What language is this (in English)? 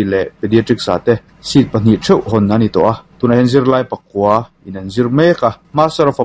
Mizo